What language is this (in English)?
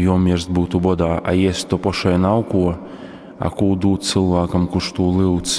Latgalian